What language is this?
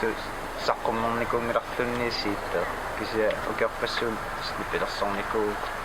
Kalaallisut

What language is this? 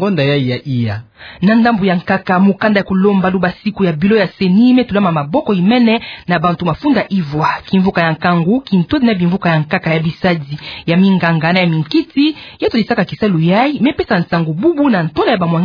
Kituba (Democratic Republic of Congo)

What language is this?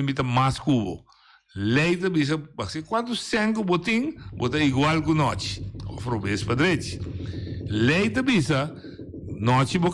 Papiamento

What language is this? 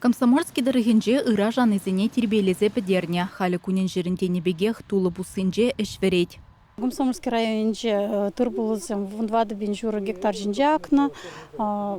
Chuvash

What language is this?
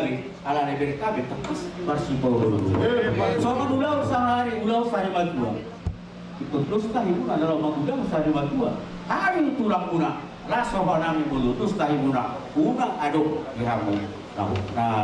Batak Toba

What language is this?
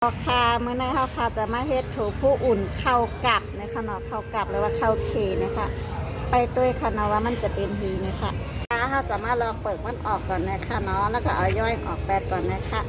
Shan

